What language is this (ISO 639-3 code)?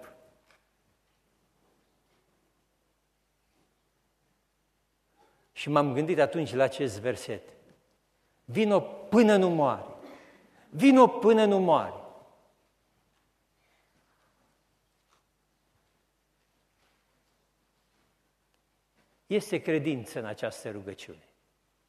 ron